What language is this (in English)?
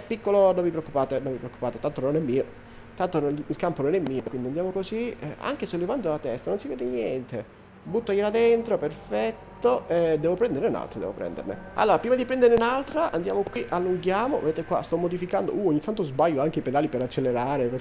Italian